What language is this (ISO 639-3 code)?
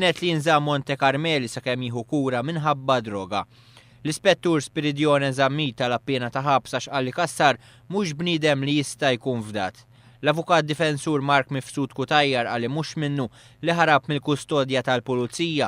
mlt